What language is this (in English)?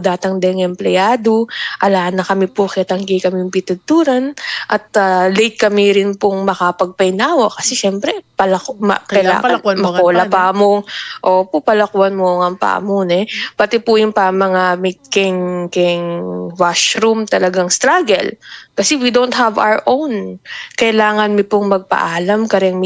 Pampanga